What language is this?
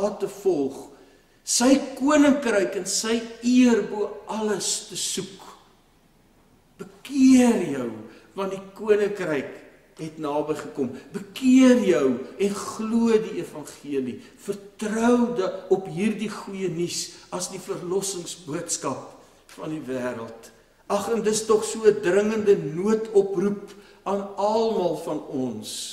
Afrikaans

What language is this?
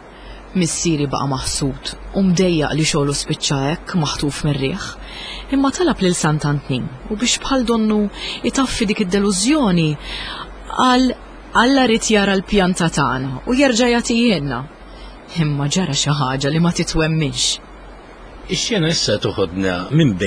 Maltese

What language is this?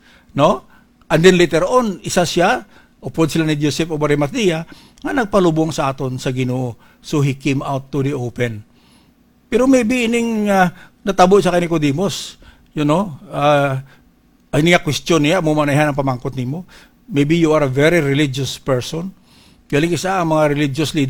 Hiligaynon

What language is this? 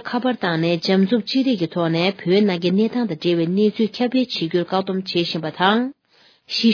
Tibetan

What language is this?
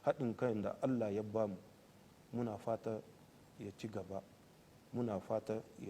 Hausa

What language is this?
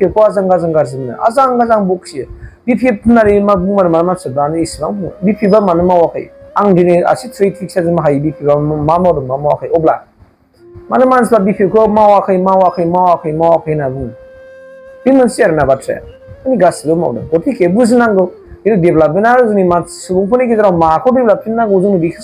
Bodo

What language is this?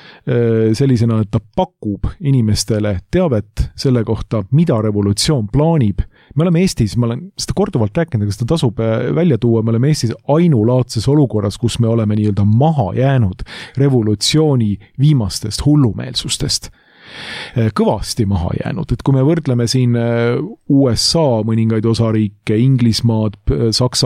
Estonian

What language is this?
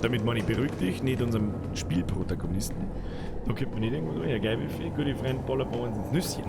Bavarian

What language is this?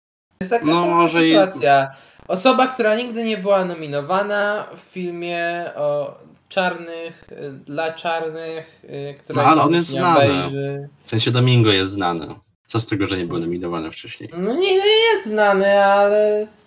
Polish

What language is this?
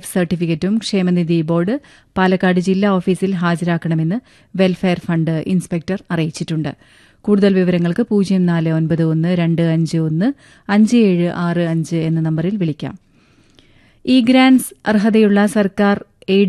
Malayalam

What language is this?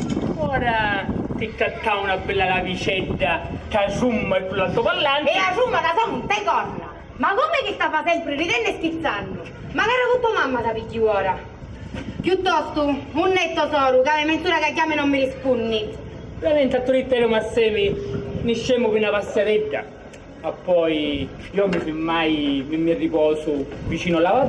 Sicilian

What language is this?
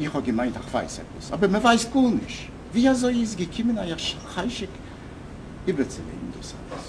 Yiddish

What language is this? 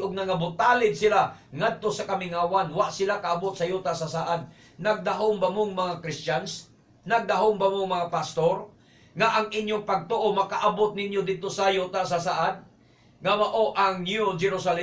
Cebuano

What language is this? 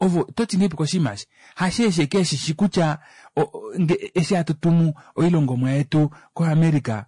Kuanyama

